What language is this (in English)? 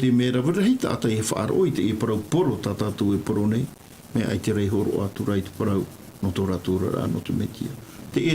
Tahitian